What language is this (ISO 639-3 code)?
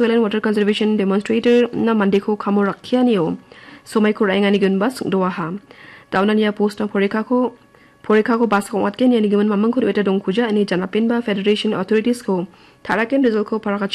grt